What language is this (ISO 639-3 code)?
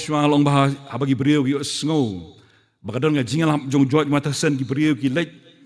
kha